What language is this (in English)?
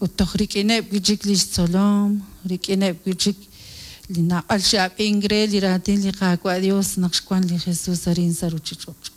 Kekchí